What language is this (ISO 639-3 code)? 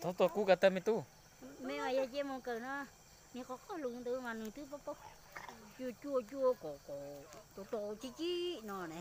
hmn